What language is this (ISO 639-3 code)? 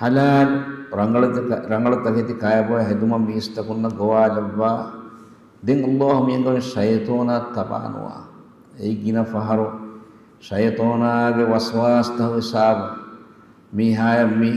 div